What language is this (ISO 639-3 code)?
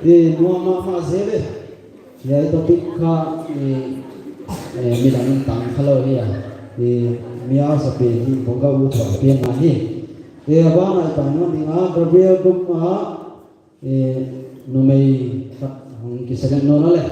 pck